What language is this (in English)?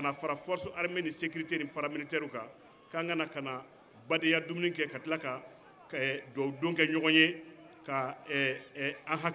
Bambara